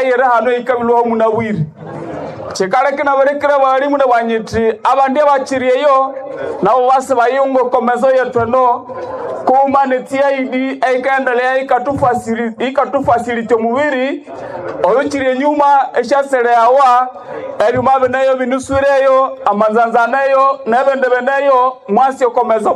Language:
Nande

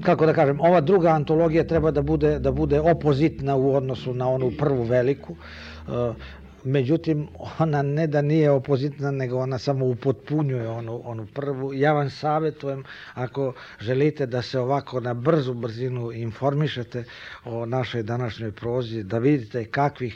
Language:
Serbian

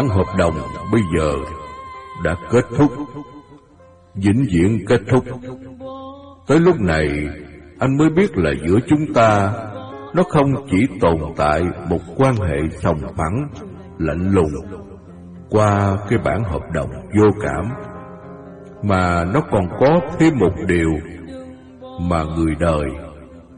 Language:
Vietnamese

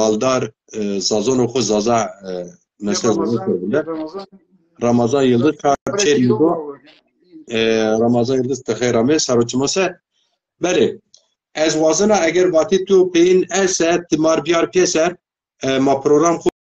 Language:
Zaza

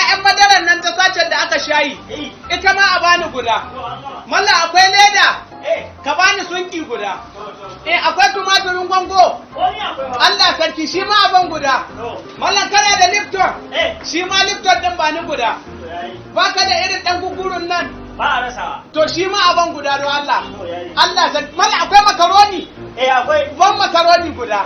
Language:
Hausa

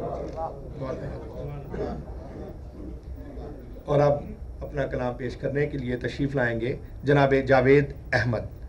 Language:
Urdu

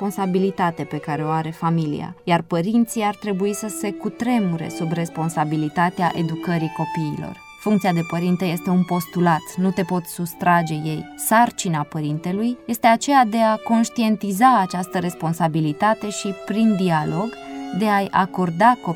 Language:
Romanian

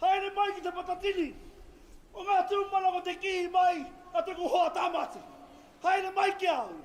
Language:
Māori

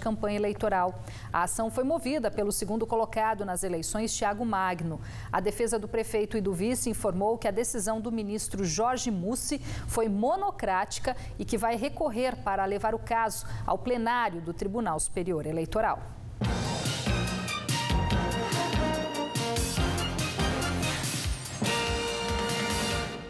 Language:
Portuguese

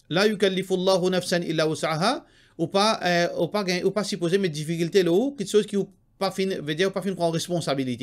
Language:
Morisyen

